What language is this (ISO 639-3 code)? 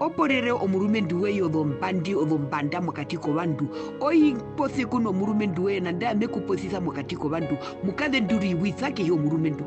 her